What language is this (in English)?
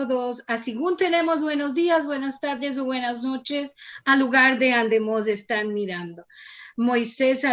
Ladino